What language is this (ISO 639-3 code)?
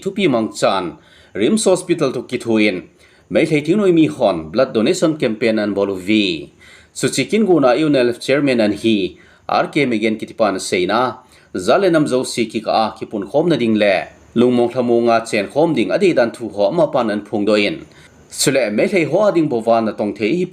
tcz